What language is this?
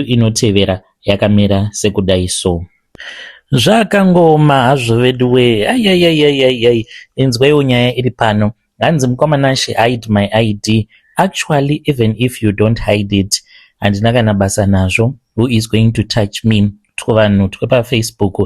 Shona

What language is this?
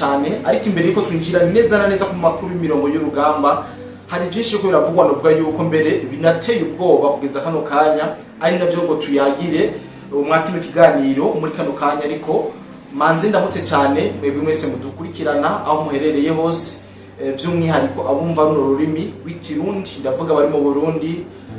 Rundi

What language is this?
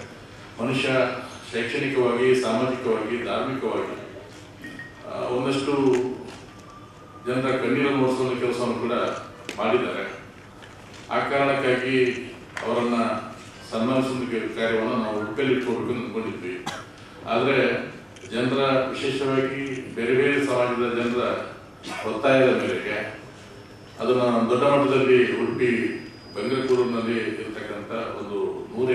Kannada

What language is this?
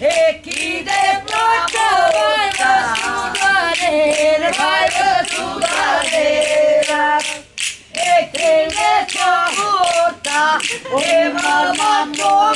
Neapolitan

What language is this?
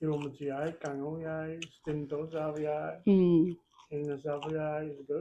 Manipuri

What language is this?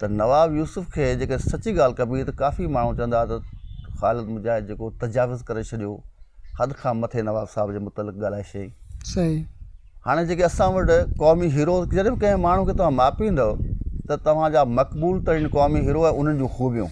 Sindhi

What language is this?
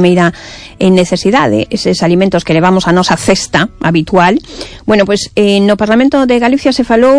Galician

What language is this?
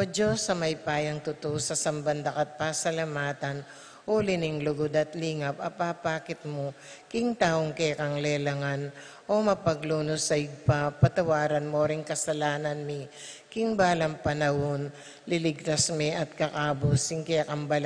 Pampanga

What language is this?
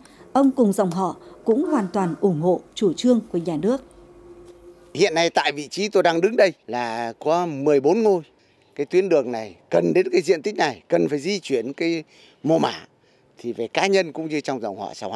Vietnamese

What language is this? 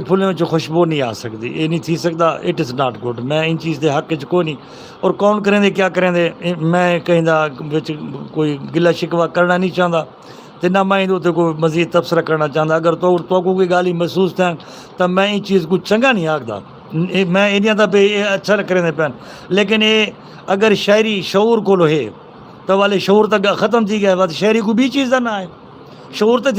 Saraiki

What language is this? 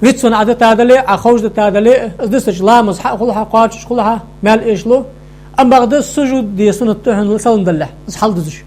Ingush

